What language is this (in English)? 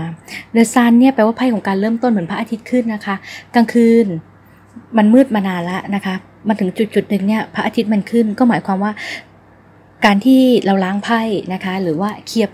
Thai